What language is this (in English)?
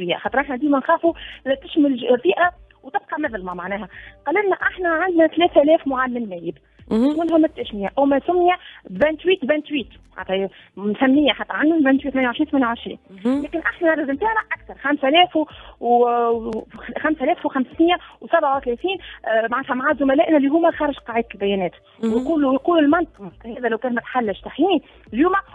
Tunisian Arabic